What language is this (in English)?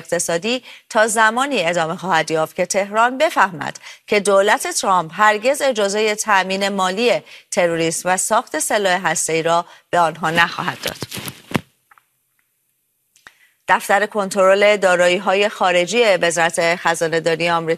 Persian